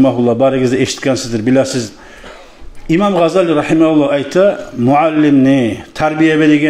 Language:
Kumyk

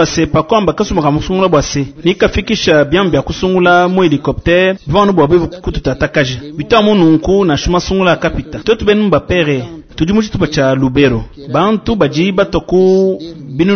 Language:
Luba-Lulua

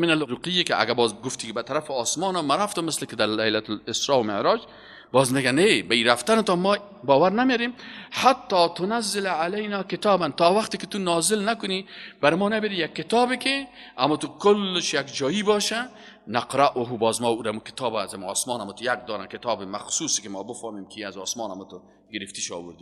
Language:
Persian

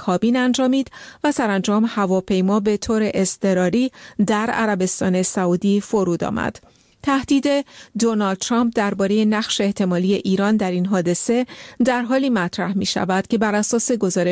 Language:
Persian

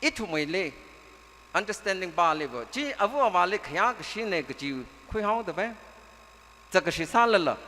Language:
Tangkhul Naga (India)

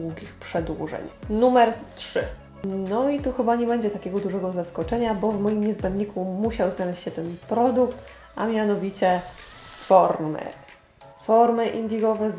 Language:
Polish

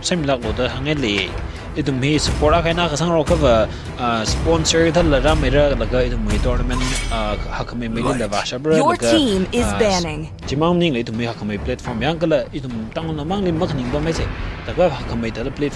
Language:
Tangkhul Naga (India)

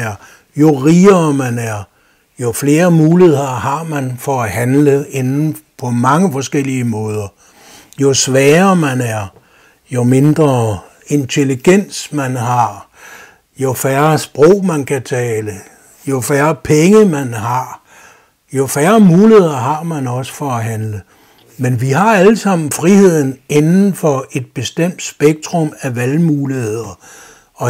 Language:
Danish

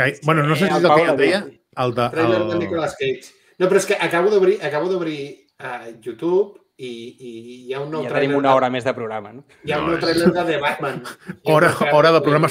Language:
Catalan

